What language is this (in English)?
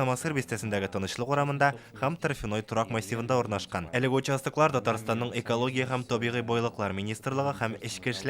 Tatar